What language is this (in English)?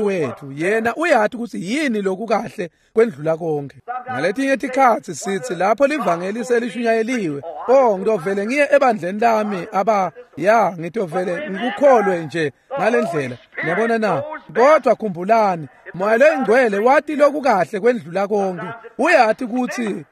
Swati